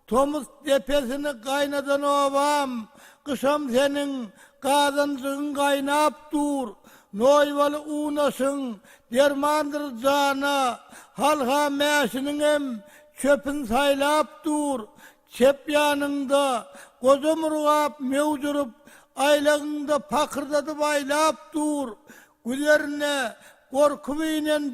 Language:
Turkmen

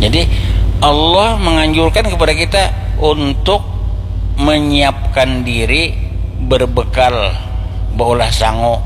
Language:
Banjar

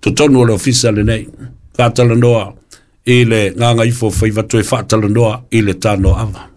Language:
Samoan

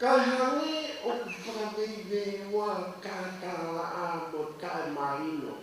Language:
Tongan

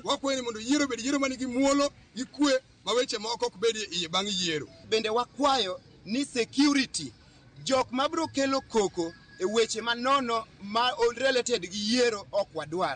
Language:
Luo (Kenya and Tanzania)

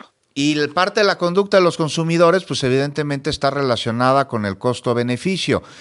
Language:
Spanish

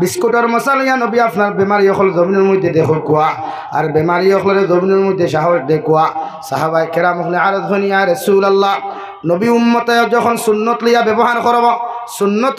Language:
Sylheti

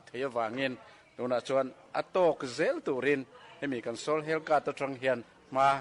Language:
Mizo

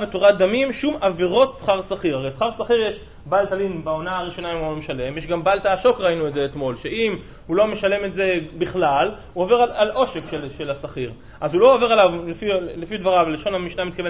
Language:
Hebrew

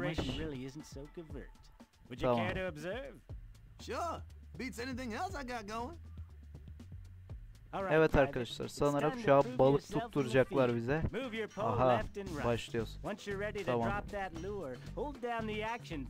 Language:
Turkish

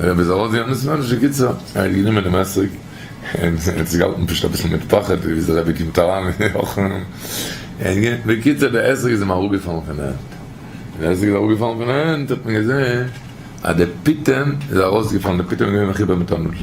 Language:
Yiddish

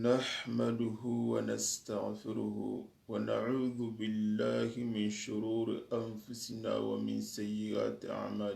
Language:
Soninke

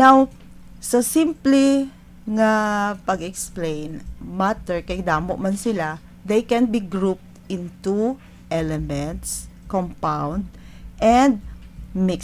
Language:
Hiligaynon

